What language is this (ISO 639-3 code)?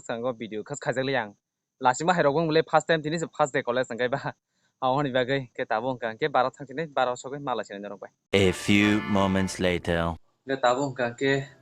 trp